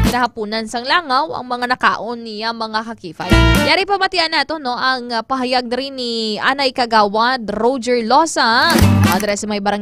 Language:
Hiligaynon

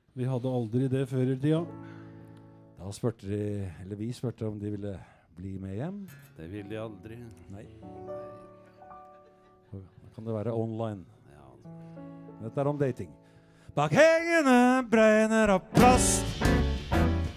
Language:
Norwegian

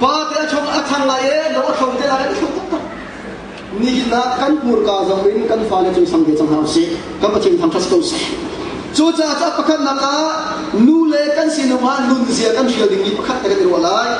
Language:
Hakha Chin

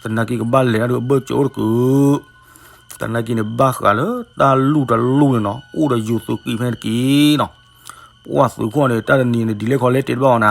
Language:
S'gaw Karen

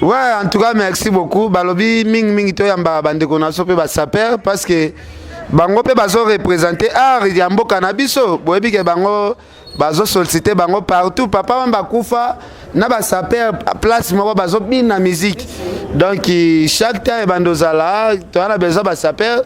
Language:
Lingala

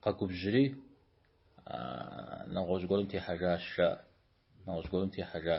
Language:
Kabardian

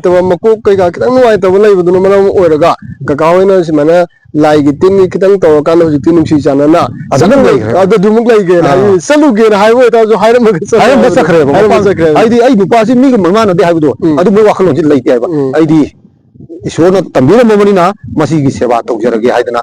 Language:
Manipuri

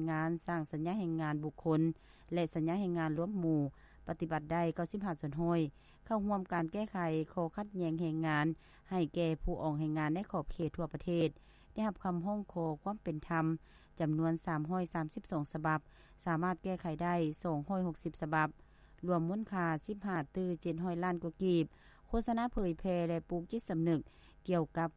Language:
Lao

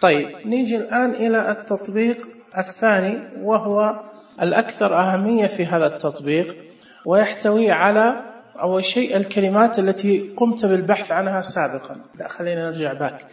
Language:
Najdi Arabic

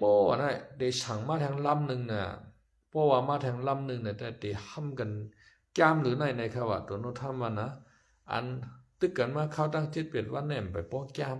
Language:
Shan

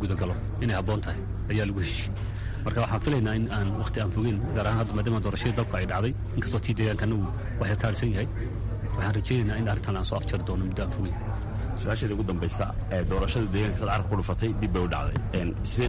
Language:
Somali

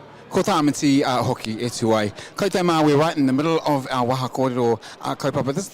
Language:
Māori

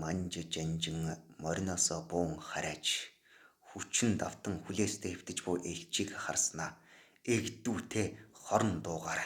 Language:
Mongolian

